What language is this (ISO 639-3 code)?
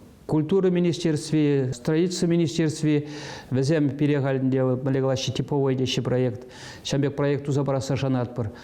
chv